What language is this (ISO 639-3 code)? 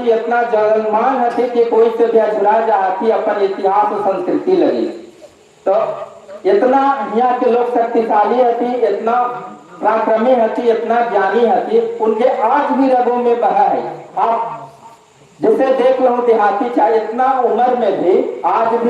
mag